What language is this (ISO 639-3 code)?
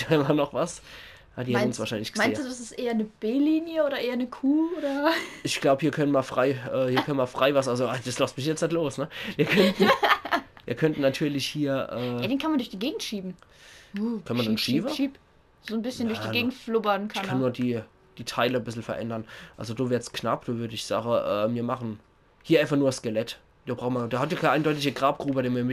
pfl